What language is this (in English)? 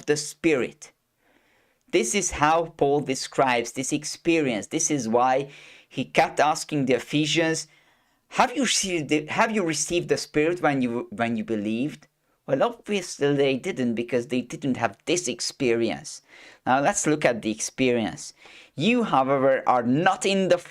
English